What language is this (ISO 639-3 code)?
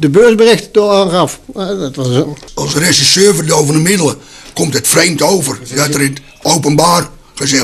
nld